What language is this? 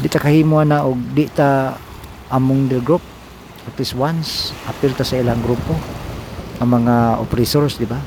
Cebuano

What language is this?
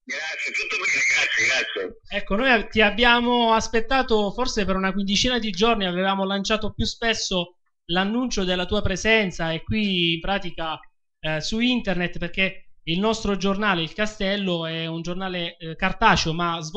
Italian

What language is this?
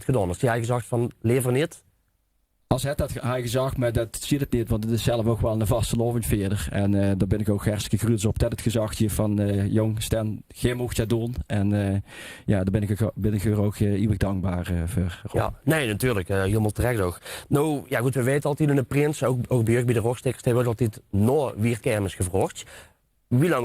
Limburgish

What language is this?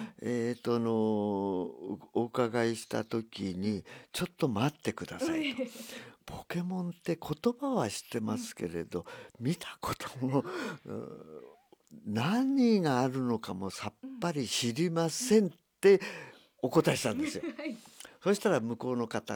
Japanese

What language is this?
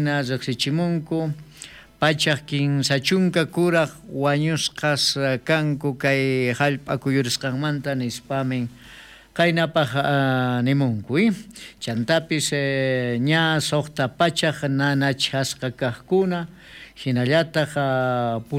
South Bolivian Quechua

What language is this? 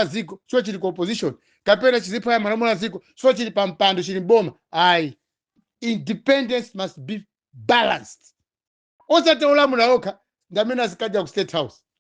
Nyanja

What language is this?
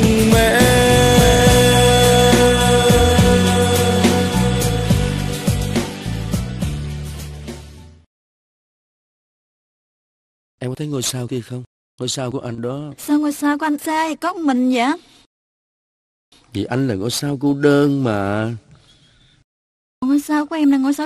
Vietnamese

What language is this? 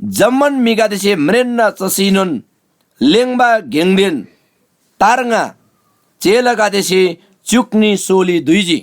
Eastern Tamang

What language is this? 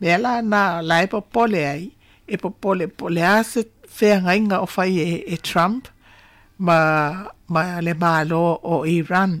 Samoan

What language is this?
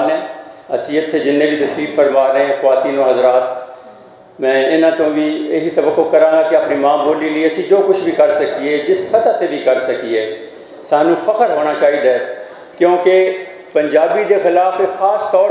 Western Panjabi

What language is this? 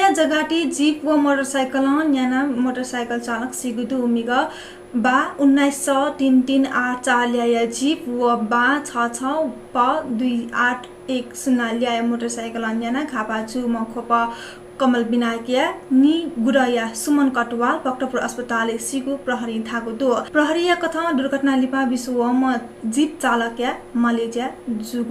Newari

